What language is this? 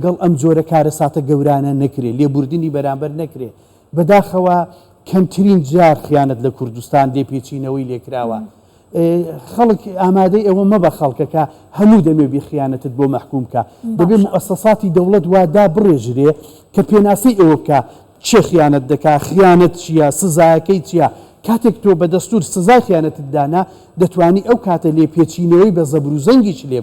Central Kurdish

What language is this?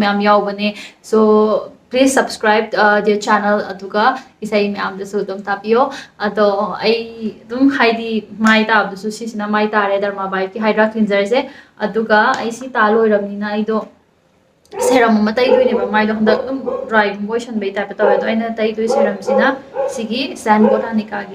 Manipuri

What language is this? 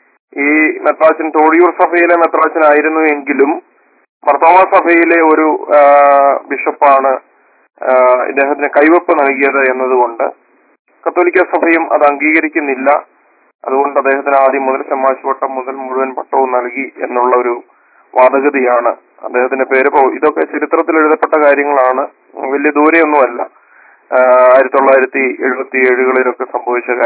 Malayalam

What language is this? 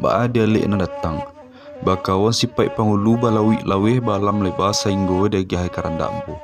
Minangkabau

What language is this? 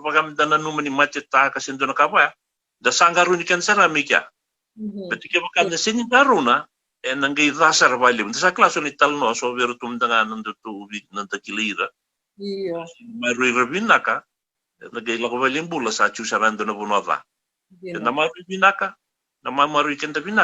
Fijian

